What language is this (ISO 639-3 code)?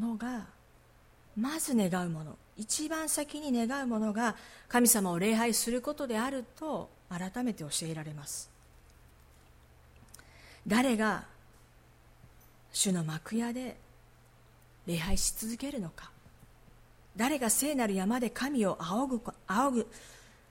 jpn